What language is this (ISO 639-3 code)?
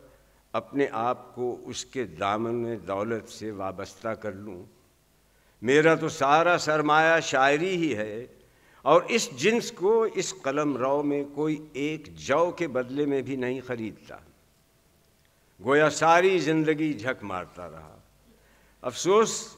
urd